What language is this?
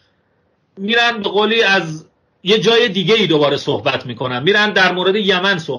Persian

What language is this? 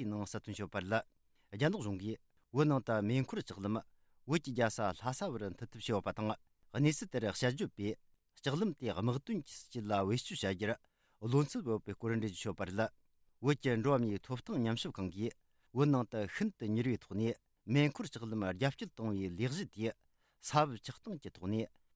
Tibetan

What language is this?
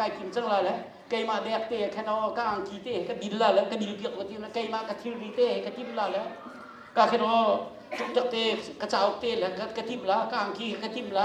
Hakha Chin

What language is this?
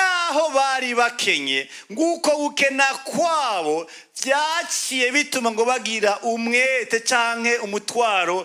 Rundi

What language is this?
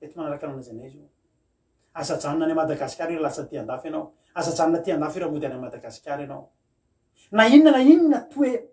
Malagasy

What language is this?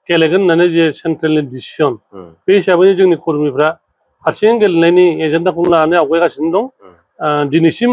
Bodo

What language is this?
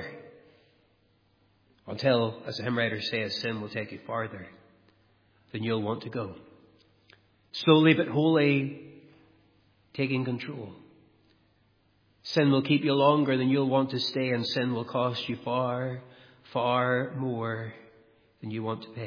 English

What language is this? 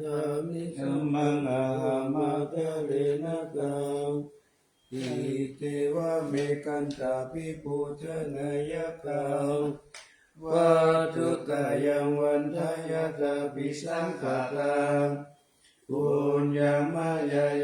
Pali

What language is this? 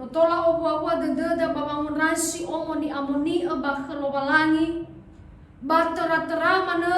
Nias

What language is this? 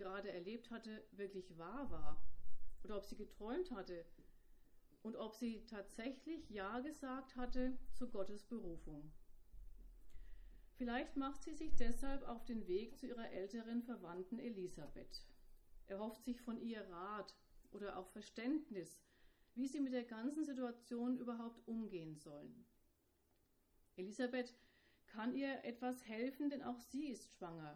German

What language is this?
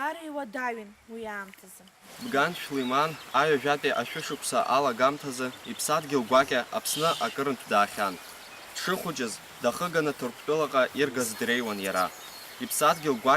Abkhazian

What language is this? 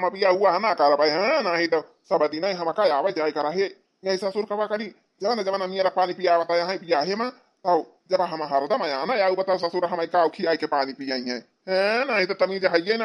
Awadhi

